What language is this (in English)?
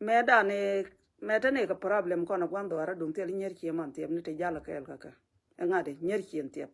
Nuer